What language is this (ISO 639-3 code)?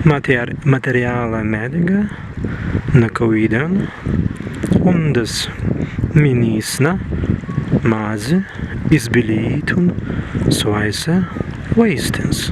prg